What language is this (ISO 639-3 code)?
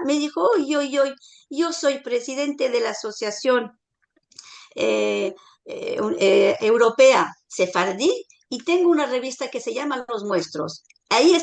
lad